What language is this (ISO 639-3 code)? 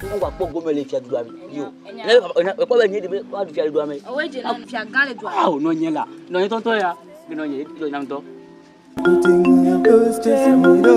ewe